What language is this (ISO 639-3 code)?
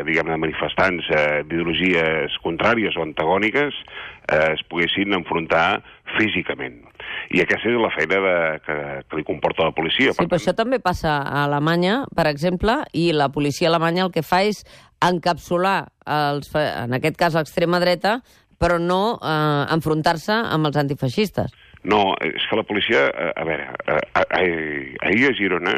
cat